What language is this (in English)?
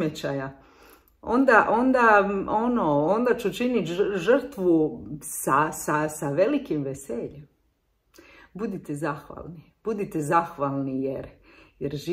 Croatian